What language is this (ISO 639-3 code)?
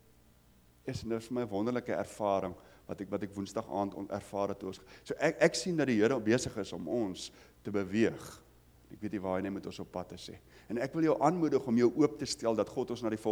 afr